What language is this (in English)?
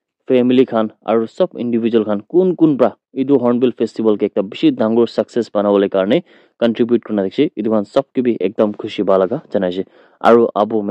Naga Pidgin